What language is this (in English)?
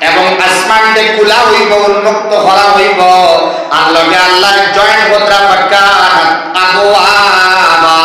Sylheti